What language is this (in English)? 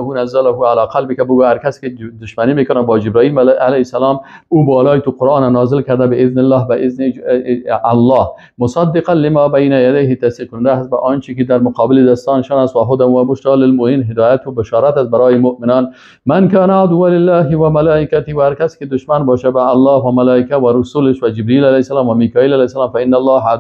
Persian